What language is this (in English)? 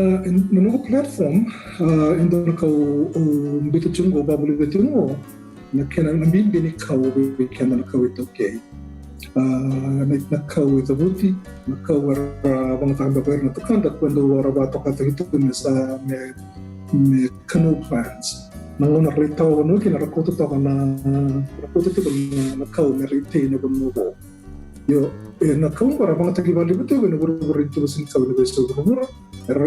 Fijian